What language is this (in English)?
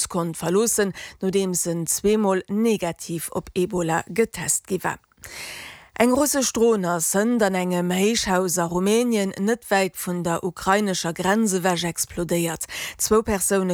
Luxembourgish